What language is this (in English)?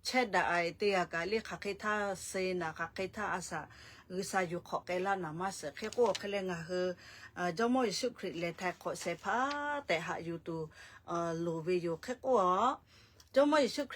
Lahu